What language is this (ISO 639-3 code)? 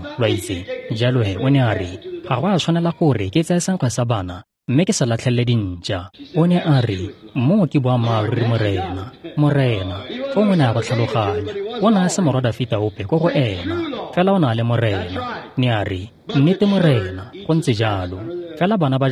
tsn